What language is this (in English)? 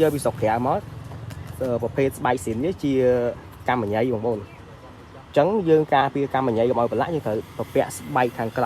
Khmer